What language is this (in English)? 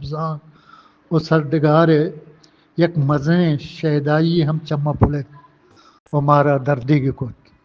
Eastern Balochi